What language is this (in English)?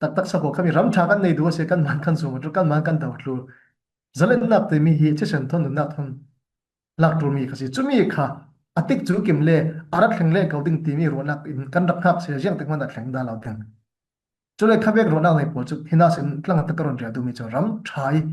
Falam Chin